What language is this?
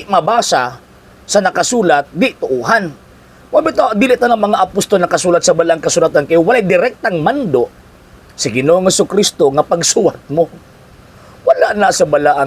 Cebuano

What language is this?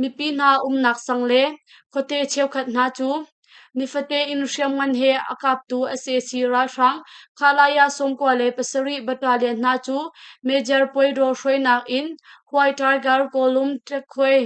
Hakha Chin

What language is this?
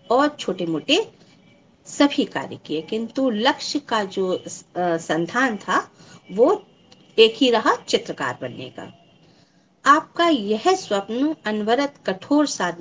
Hindi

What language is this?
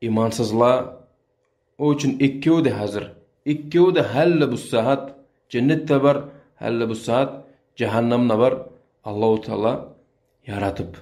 Kumyk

